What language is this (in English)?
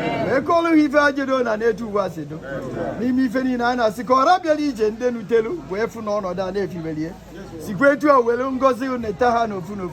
Igbo